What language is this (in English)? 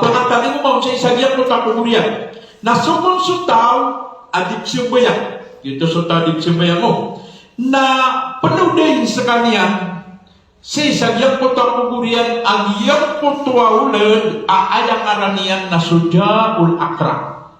Maranao